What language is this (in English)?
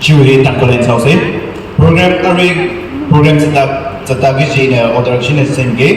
Tangkhul Naga (India)